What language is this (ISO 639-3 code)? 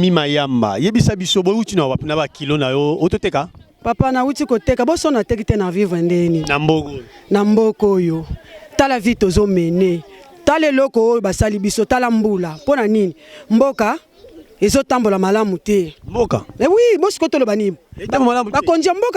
lin